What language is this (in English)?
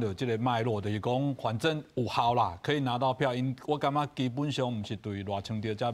Min Nan Chinese